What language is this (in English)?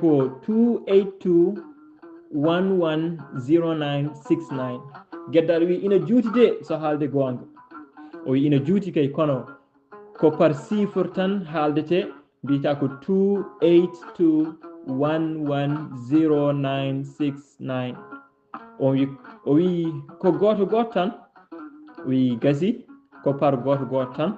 Fula